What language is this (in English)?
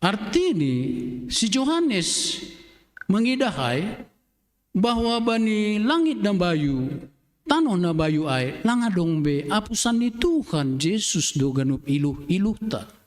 Batak Simalungun